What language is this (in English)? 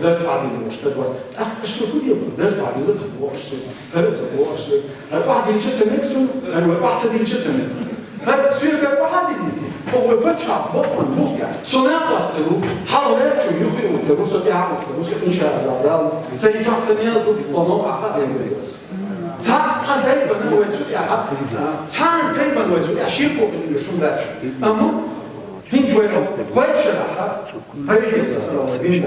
Chechen